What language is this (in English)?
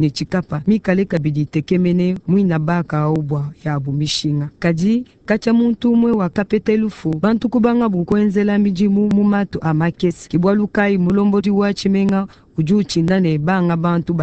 Luba-Lulua